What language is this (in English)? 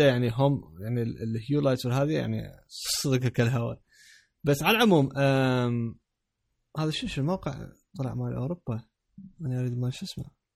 Mesopotamian Arabic